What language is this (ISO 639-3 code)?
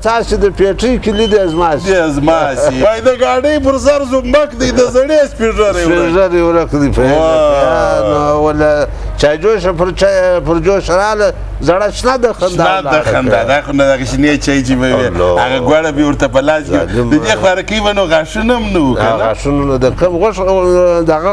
pus